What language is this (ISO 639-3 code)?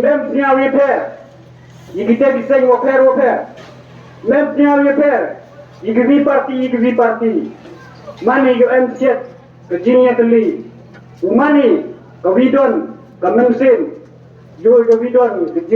kha